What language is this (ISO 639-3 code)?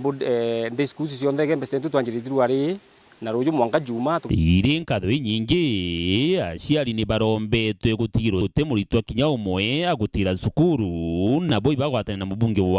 mer